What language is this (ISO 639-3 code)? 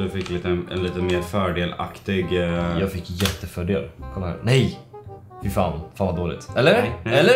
swe